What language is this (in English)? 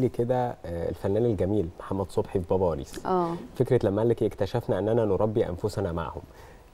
Egyptian Arabic